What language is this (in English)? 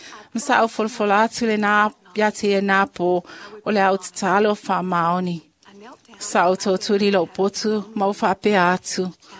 Samoan